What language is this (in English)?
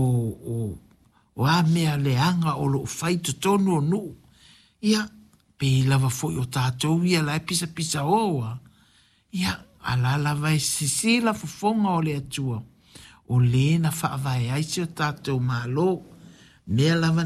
Samoan